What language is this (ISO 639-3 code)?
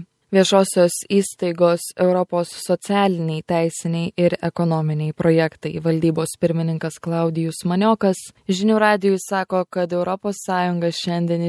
lit